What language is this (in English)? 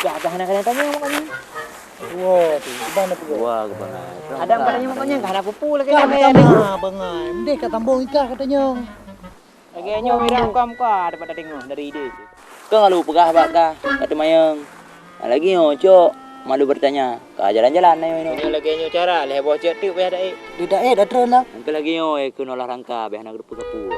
Achinese